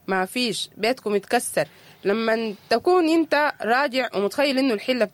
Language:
Sudanese Arabic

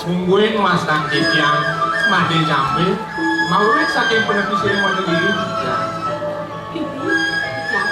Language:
Balinese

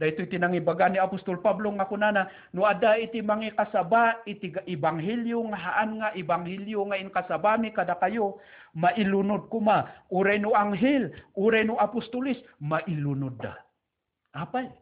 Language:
Iloko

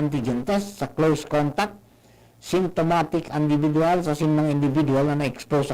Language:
Bikol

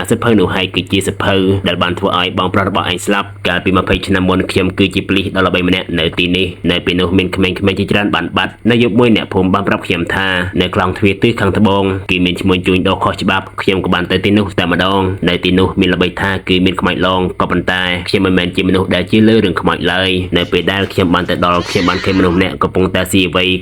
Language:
Khmer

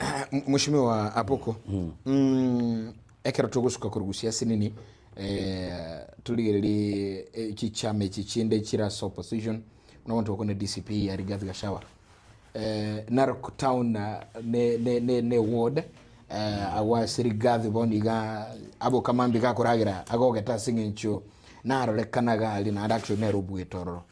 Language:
Gusii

